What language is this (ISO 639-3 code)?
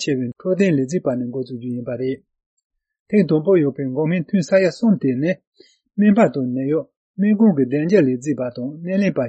bod